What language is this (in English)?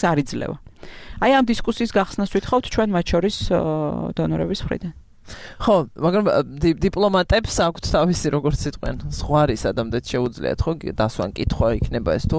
Georgian